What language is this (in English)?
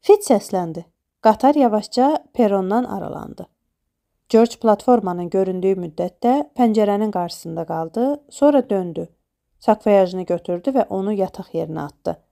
Azerbaijani